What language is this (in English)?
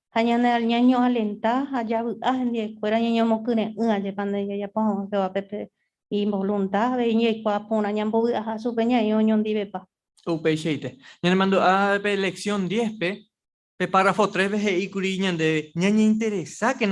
Guarani